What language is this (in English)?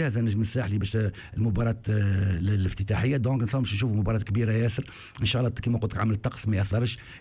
Tunisian Arabic